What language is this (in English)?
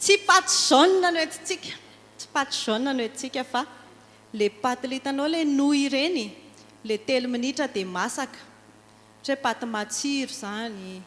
Malagasy